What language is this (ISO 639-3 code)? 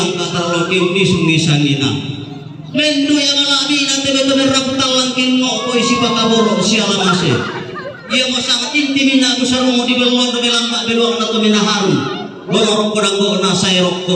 sda